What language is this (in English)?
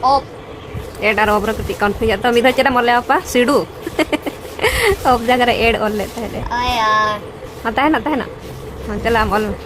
Santali